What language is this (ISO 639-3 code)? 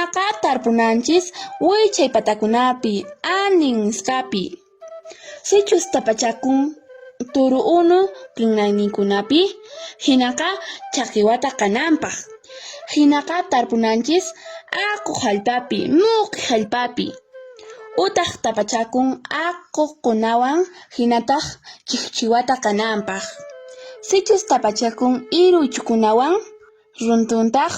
que